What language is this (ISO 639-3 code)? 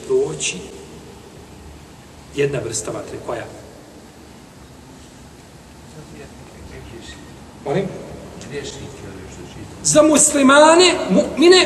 bos